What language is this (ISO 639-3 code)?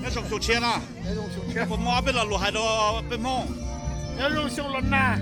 hmn